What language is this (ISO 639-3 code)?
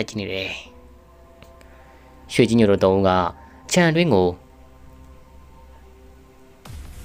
mya